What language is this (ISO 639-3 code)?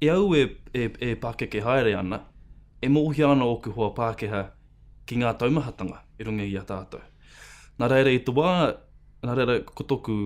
mri